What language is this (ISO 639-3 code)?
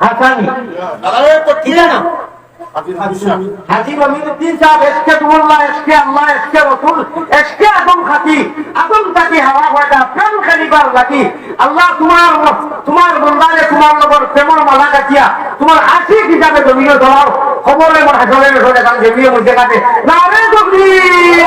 syl